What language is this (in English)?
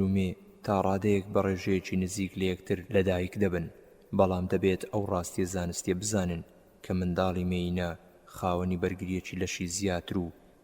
Central Kurdish